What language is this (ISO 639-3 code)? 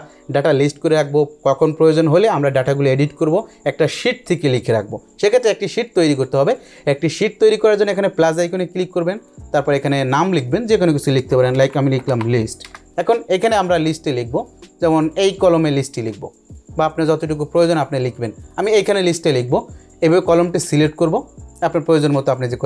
ben